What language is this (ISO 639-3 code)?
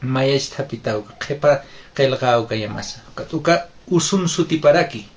aym